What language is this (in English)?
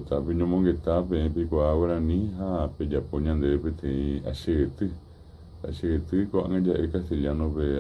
Guarani